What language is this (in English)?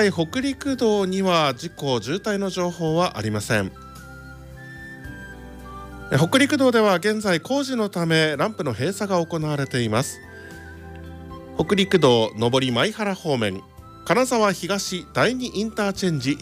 Japanese